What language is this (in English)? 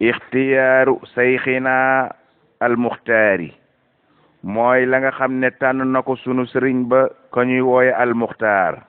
Wolof